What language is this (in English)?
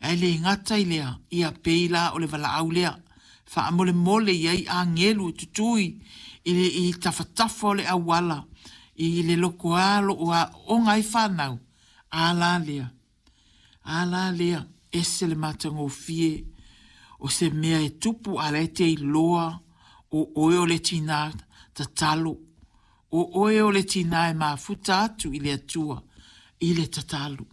Samoan